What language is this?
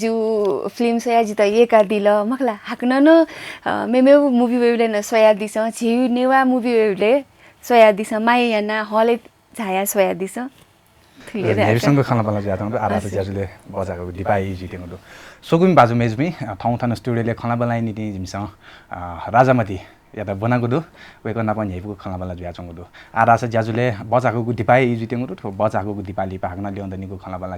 Newari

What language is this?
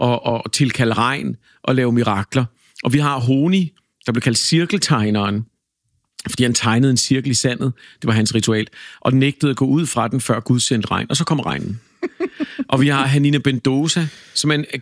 Danish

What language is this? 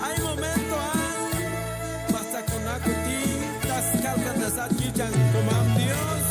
Chuj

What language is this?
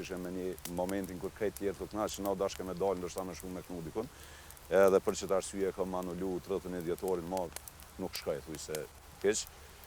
Albanian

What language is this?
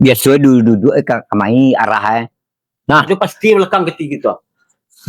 Minangkabau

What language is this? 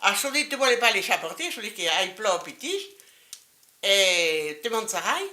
Occitan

